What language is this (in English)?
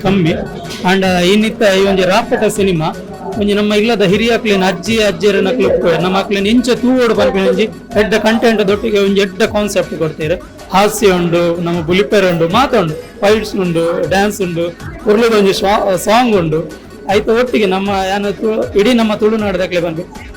Tulu